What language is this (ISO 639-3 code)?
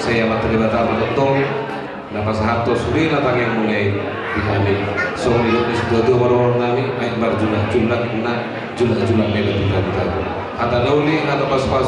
bbc